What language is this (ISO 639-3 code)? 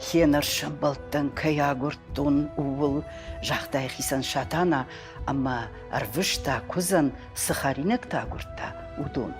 oss